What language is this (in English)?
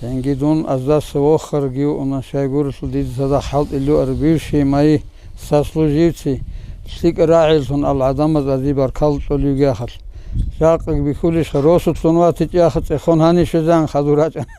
Avaric